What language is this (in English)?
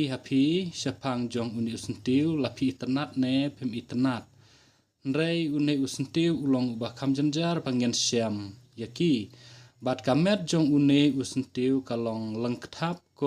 Khasi